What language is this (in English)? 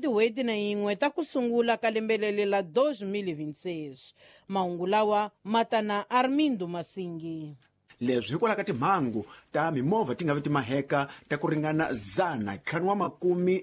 Tsonga